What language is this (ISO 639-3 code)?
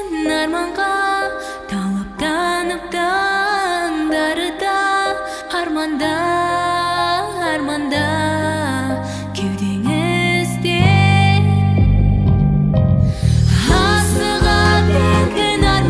kaz